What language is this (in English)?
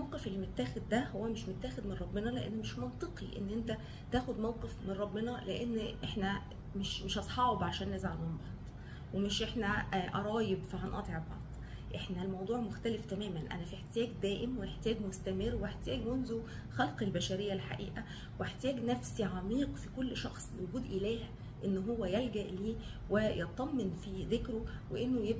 Egyptian Arabic